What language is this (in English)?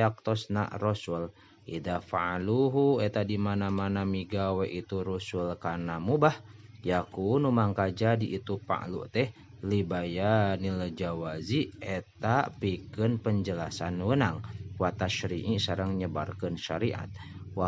Sundanese